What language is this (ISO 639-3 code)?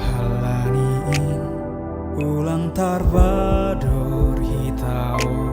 bts